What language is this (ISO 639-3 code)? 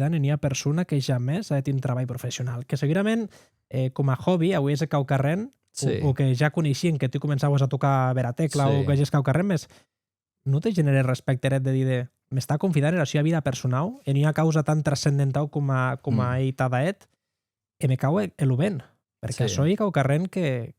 oci